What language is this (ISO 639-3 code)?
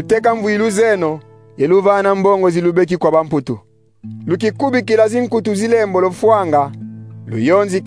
kon